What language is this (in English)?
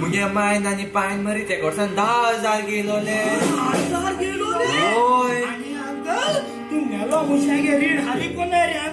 Konkani